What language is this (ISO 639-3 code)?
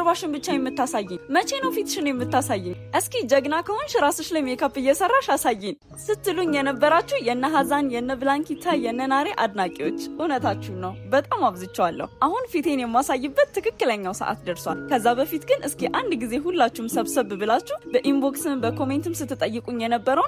amh